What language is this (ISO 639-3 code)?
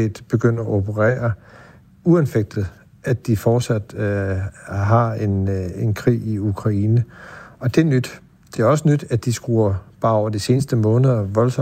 dan